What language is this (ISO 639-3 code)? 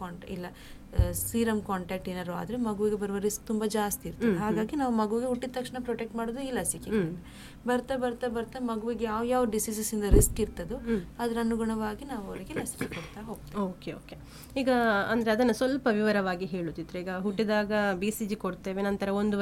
kan